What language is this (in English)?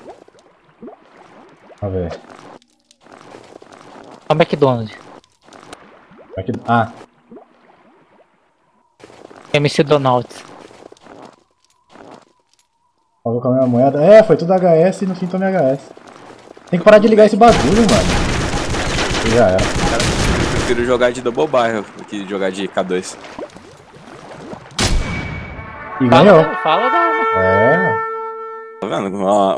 Portuguese